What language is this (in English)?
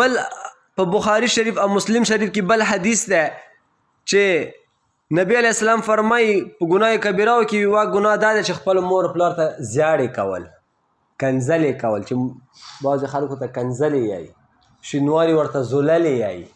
Pashto